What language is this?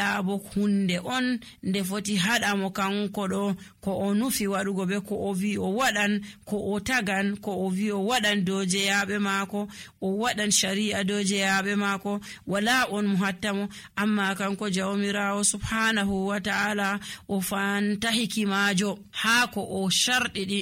Nigerian Fulfulde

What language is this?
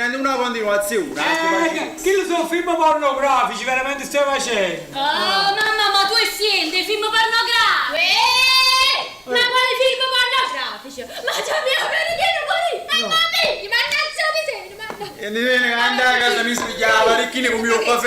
Neapolitan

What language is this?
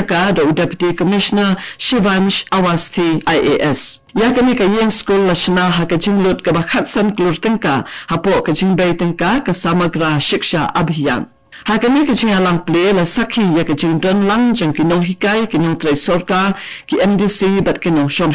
Khasi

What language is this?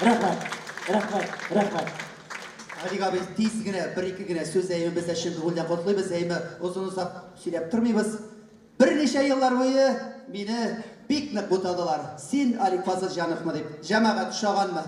Tatar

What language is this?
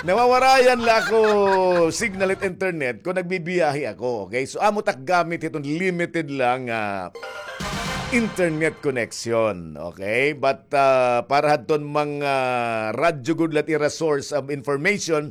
Waray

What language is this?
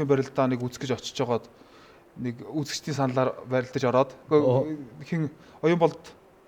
Mongolian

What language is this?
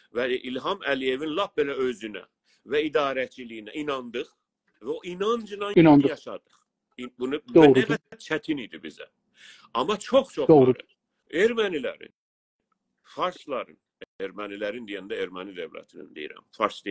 South Azerbaijani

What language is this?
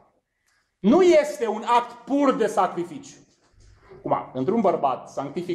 Romanian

